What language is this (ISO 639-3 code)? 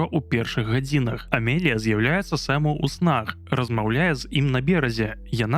bel